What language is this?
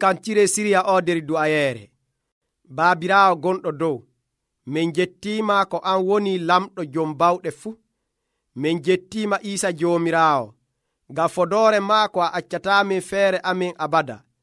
Nigerian Fulfulde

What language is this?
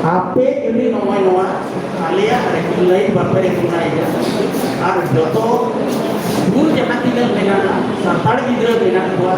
Santali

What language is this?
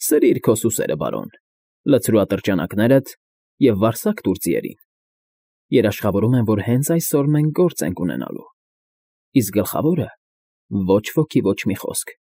Armenian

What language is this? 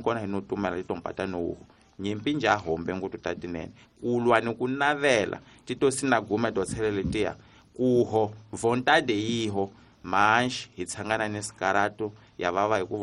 Tsonga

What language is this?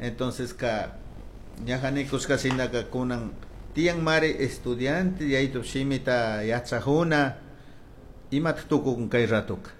Chimborazo Highland Quichua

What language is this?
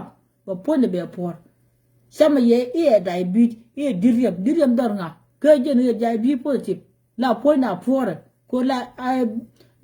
Nuer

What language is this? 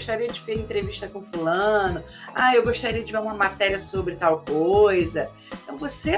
Portuguese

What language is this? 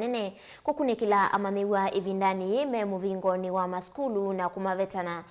Kamba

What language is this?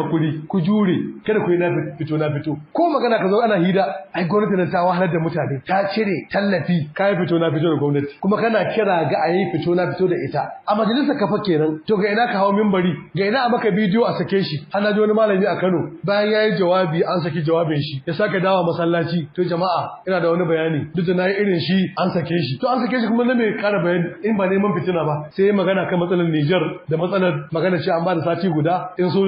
Hausa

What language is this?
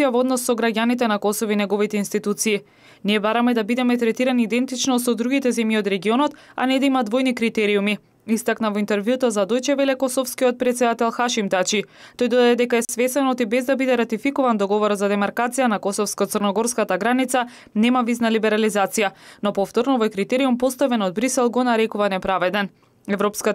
Macedonian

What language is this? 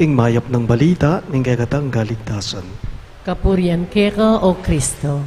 Pampanga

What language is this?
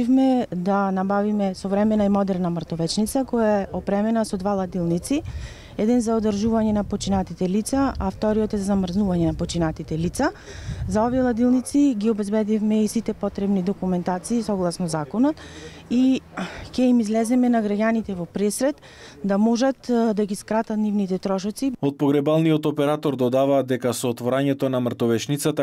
Macedonian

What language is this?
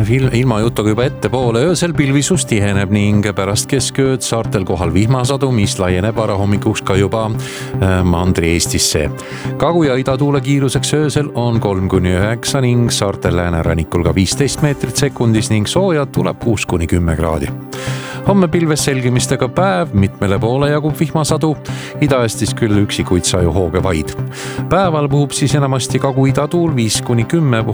Estonian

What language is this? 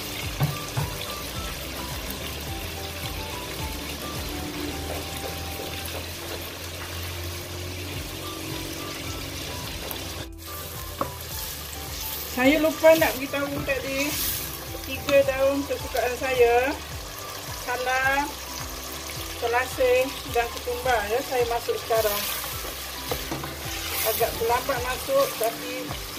Malay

